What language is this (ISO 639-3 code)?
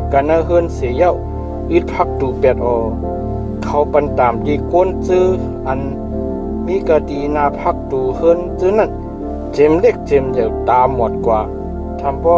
shn